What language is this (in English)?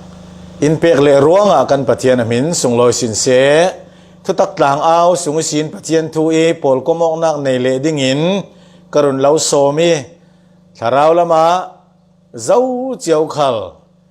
Falam Chin